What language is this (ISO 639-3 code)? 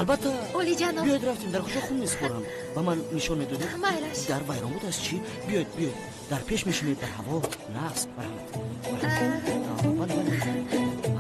tgk